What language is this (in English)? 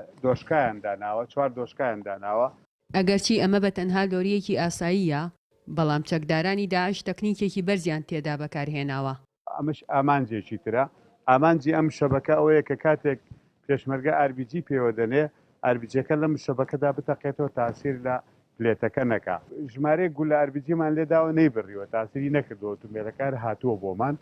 Central Kurdish